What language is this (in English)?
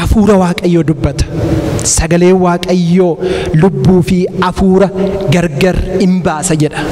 Oromo